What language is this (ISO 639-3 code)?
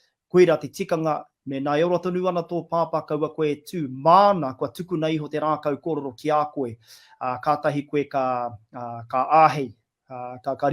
mri